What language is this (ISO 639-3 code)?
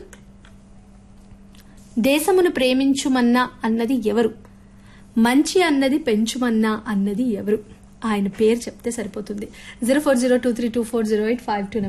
tel